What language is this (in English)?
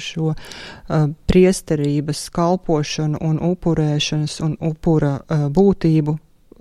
Latvian